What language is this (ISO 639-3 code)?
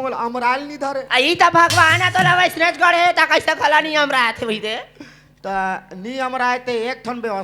hne